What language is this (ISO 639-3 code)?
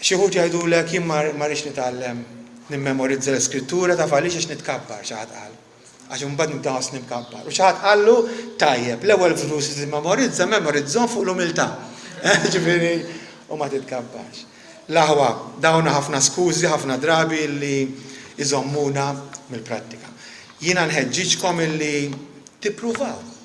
mlt